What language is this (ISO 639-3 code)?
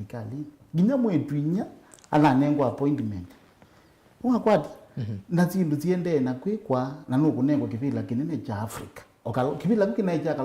kam